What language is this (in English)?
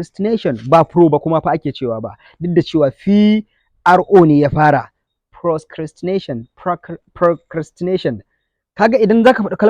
Hausa